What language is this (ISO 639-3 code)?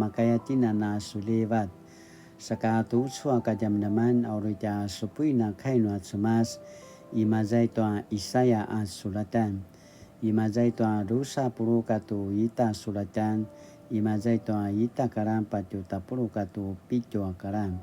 pwn